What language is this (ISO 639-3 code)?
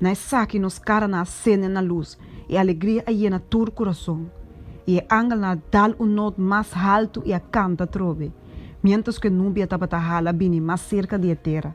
pap